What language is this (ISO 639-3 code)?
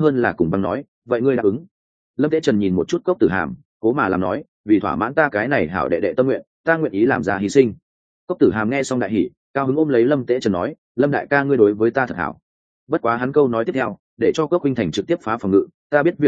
vie